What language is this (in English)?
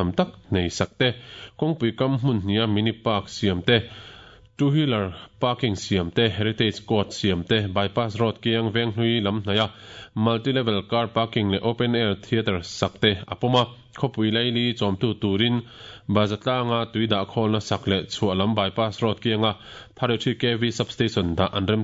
Mizo